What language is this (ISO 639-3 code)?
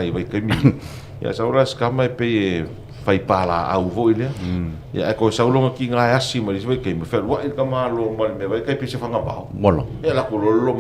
smo